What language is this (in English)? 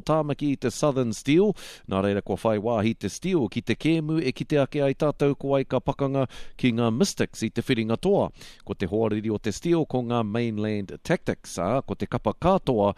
Māori